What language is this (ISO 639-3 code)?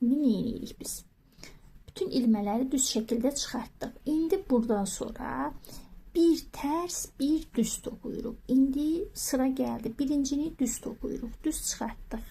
aze